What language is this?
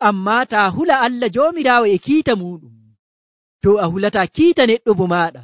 Nigerian Fulfulde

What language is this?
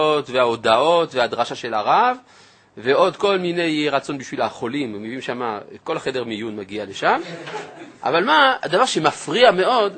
Hebrew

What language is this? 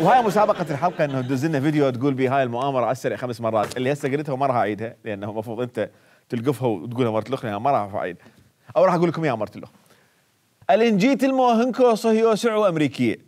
Mesopotamian Arabic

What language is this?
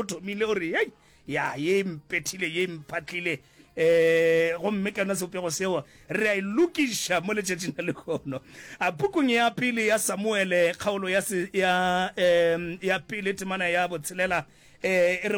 Northern Sotho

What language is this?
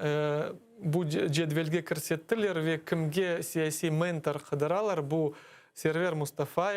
Crimean Tatar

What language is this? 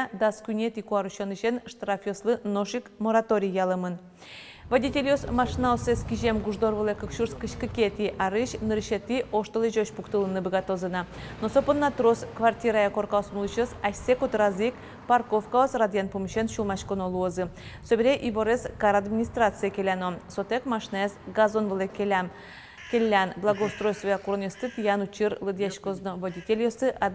Udmurt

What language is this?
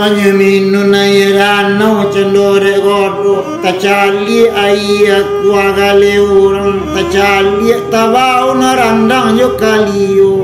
Minangkabau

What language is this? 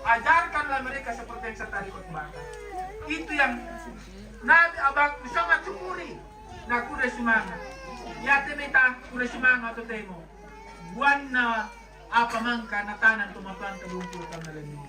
Toraja-Sa'dan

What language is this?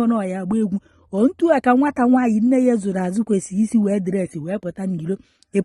Igbo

